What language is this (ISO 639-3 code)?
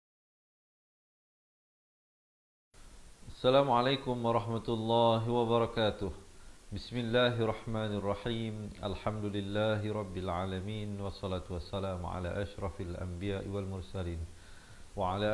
msa